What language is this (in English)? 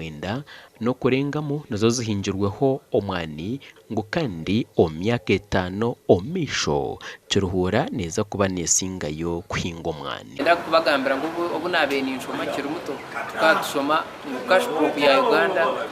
Nyankole